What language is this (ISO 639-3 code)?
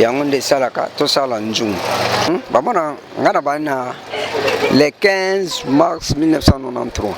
lin